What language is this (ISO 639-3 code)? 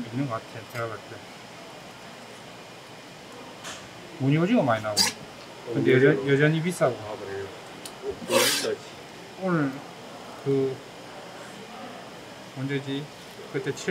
kor